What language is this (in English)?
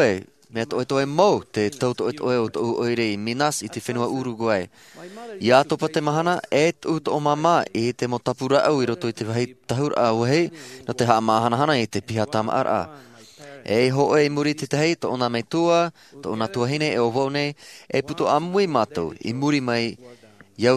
Tahitian